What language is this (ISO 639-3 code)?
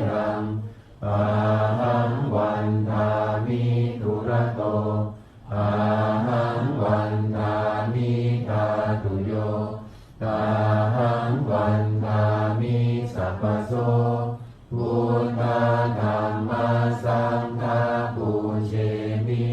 pli